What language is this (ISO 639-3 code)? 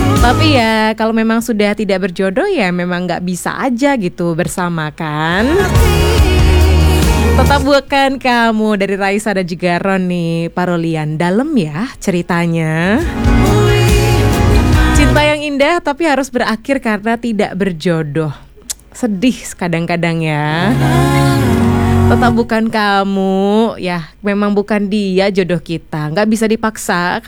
ind